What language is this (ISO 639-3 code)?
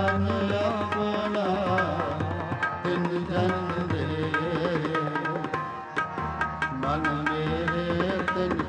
pan